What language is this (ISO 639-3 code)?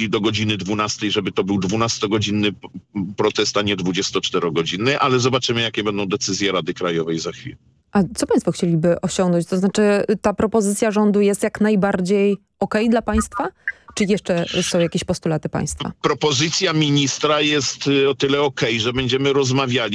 pol